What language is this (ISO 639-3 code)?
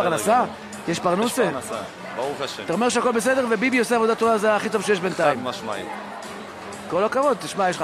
heb